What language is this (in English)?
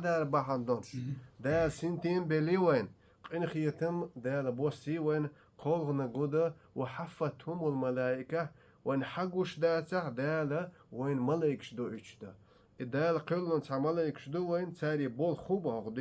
Chechen